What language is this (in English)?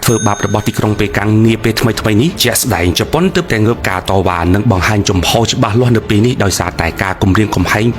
Khmer